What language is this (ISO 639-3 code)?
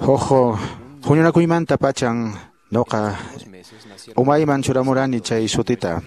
que